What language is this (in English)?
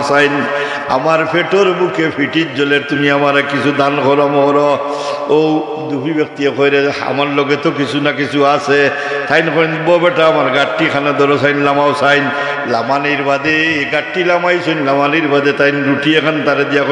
Sylheti